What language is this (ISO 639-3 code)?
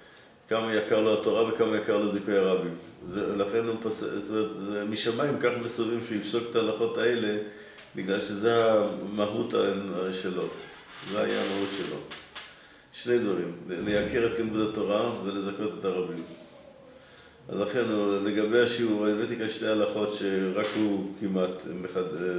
heb